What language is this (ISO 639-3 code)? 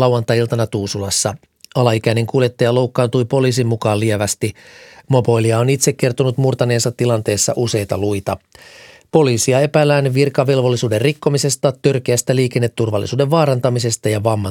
fin